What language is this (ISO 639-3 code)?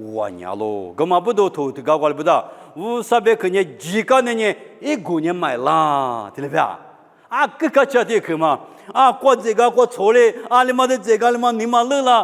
lis